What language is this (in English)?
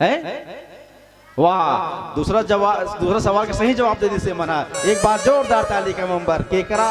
Chhattisgarhi